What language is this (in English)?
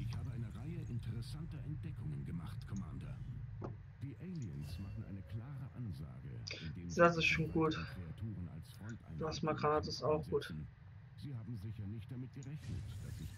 German